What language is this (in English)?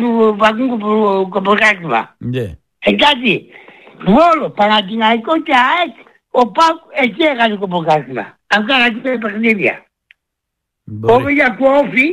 Greek